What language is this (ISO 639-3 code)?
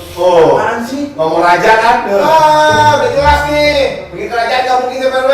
bew